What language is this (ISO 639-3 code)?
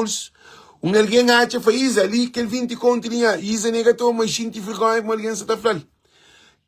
kea